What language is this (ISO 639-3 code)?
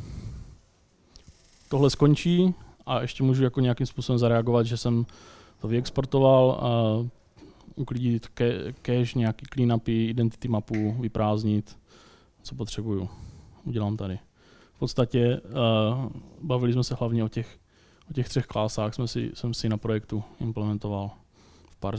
ces